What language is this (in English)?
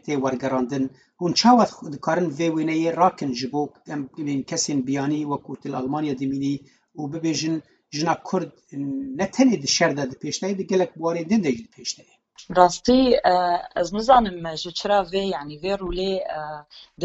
Kurdish